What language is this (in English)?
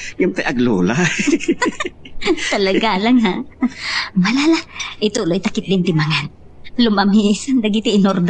Iloko